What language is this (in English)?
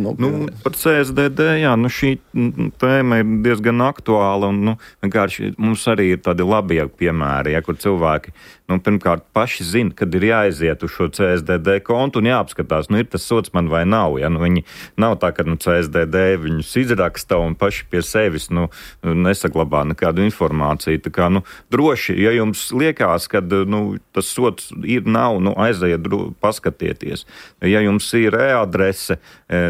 Latvian